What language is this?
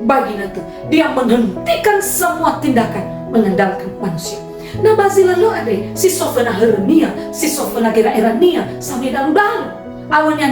Nias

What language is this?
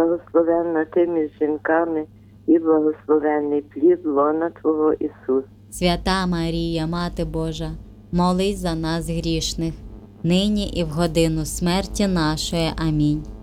Ukrainian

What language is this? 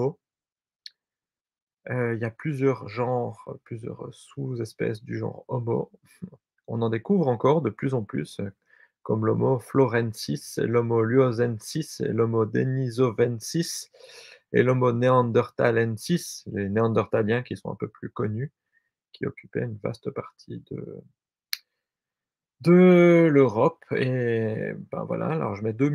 French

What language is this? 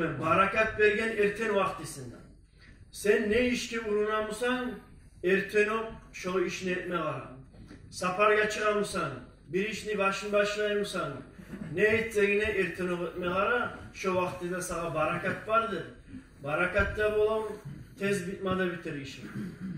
Kumyk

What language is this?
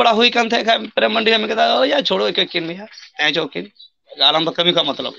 Santali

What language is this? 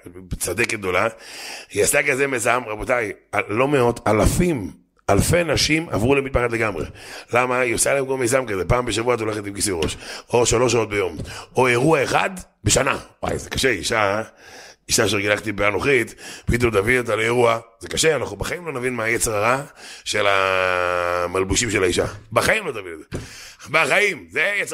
Hebrew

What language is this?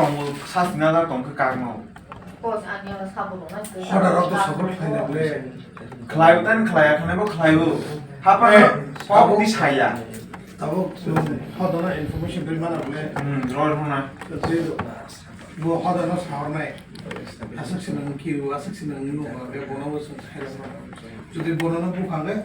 Kok Borok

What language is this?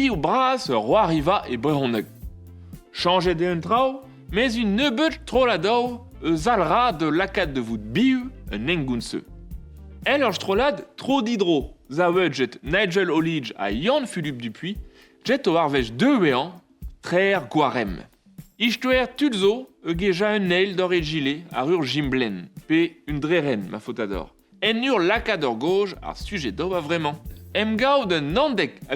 Breton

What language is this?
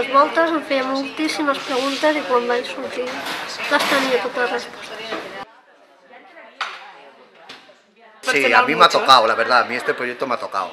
Catalan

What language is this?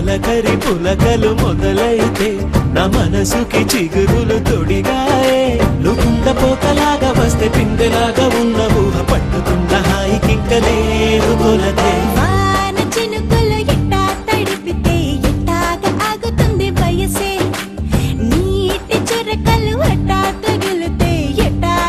Telugu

